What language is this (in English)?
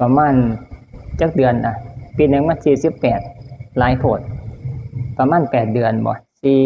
Northeastern Thai